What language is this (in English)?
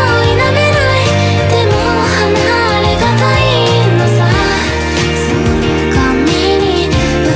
Japanese